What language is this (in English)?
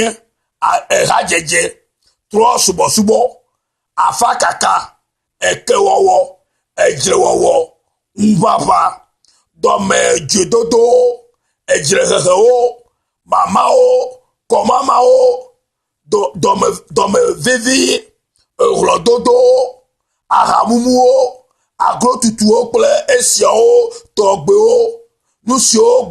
Ewe